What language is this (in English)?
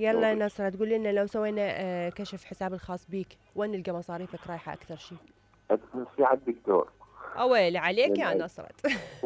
Mesopotamian Arabic